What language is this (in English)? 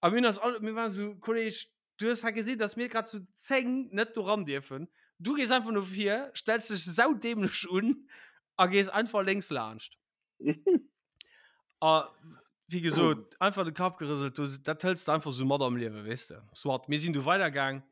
Luxembourgish